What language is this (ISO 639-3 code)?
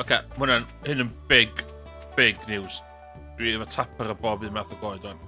cym